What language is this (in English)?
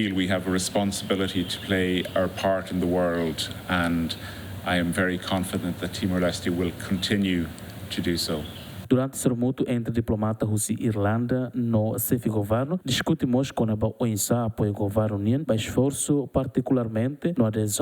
Tetum